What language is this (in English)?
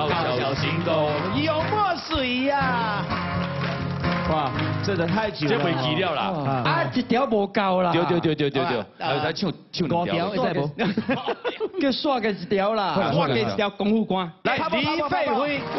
Min Nan Chinese